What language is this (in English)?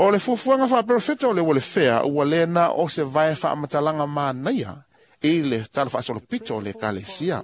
Samoan